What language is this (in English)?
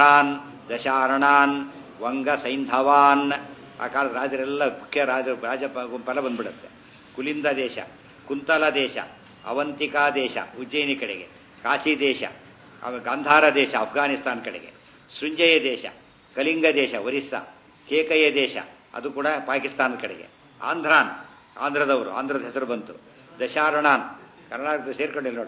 Kannada